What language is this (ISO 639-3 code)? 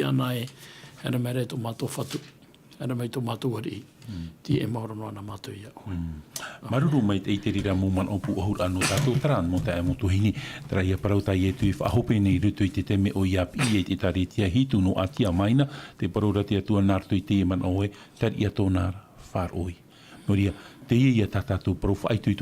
tah